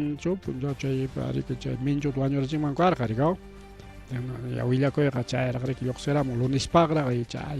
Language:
Ayacucho Quechua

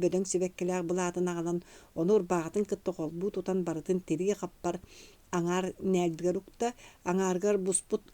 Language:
Yakut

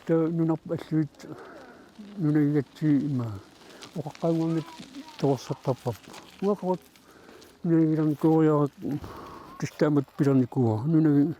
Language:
Kalaallisut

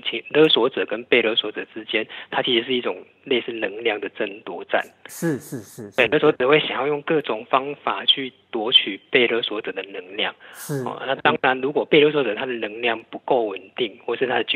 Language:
Chinese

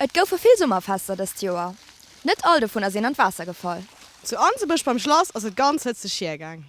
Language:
Luxembourgish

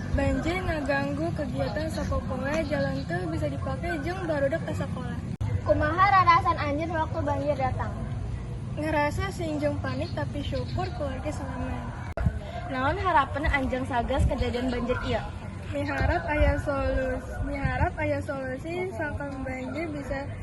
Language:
Sundanese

